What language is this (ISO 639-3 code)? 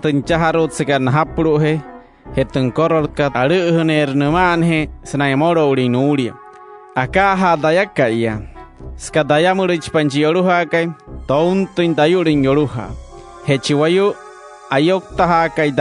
guc